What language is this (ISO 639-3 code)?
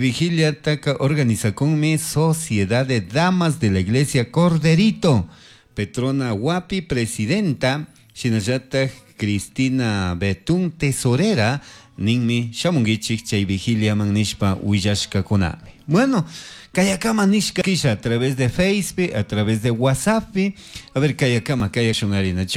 qug